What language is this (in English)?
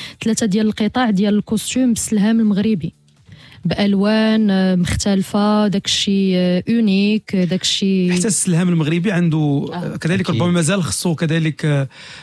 Moroccan Arabic